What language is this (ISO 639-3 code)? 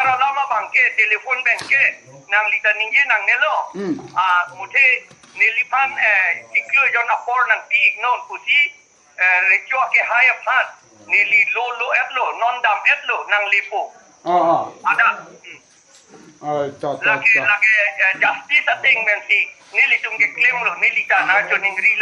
mjw